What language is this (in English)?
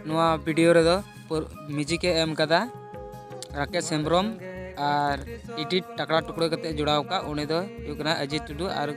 Santali